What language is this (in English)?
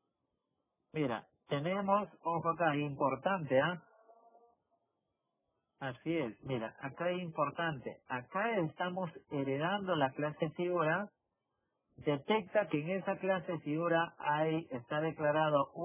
Spanish